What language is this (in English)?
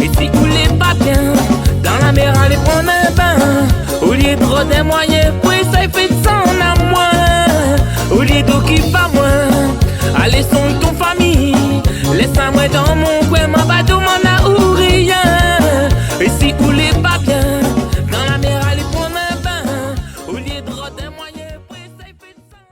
Réunion Creole French